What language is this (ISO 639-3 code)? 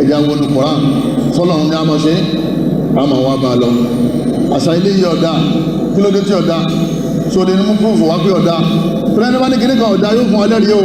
yor